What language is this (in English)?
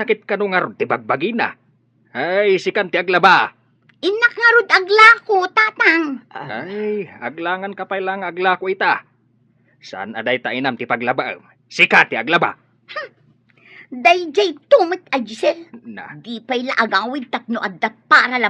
Iloko